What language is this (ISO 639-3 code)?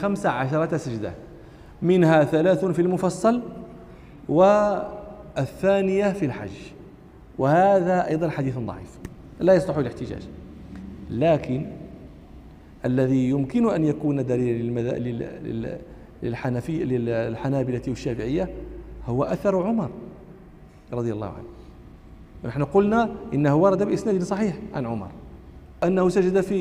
ara